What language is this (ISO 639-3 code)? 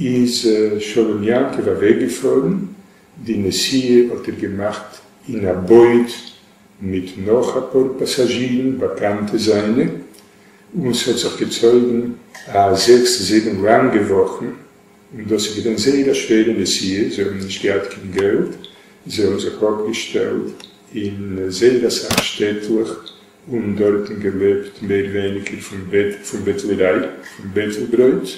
yid